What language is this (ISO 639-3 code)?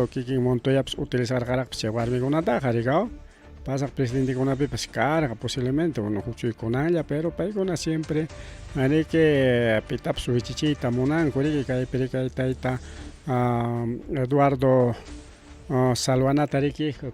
quy